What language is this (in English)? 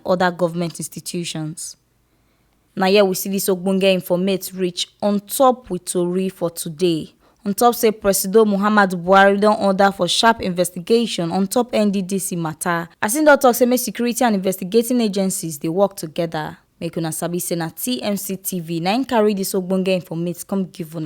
Nigerian Pidgin